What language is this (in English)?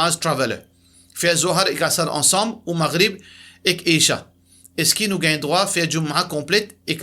Morisyen